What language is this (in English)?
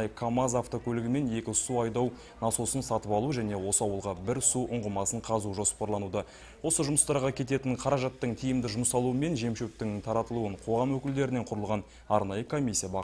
Kazakh